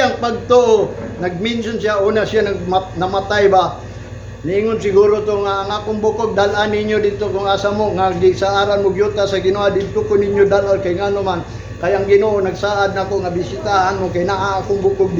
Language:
Cebuano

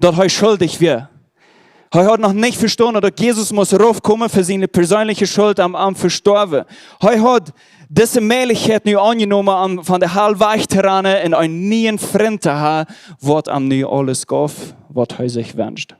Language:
Plautdietsch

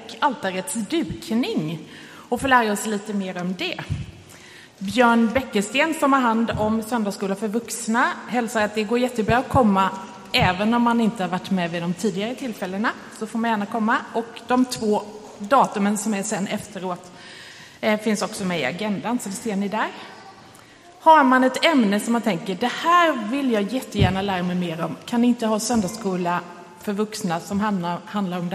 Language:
Swedish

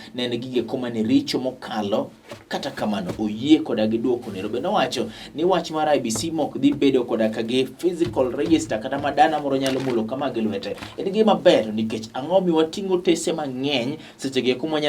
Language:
Luo (Kenya and Tanzania)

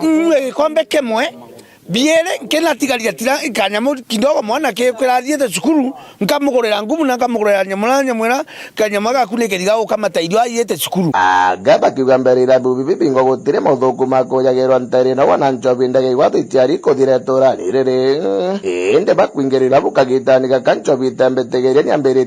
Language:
Meru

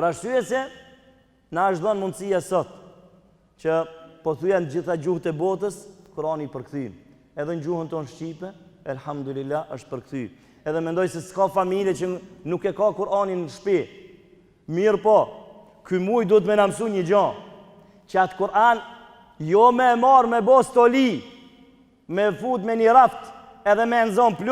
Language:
Albanian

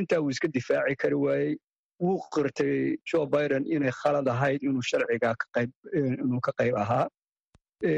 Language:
Somali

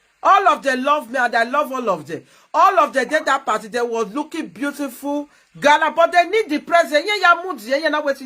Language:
Nigerian Pidgin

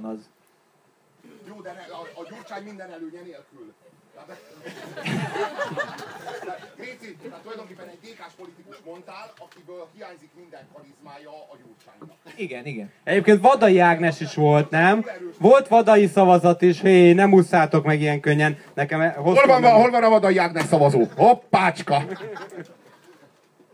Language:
Hungarian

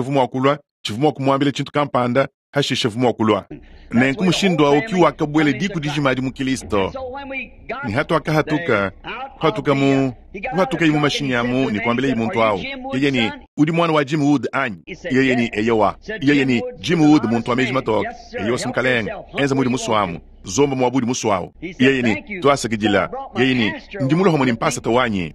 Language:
Luba-Lulua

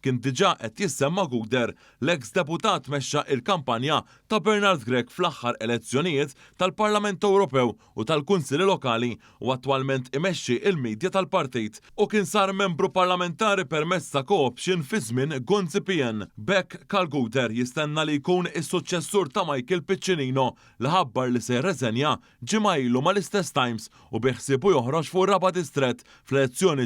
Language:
Maltese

